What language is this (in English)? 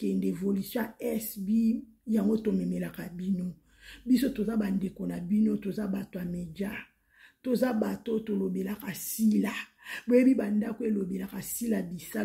Lingala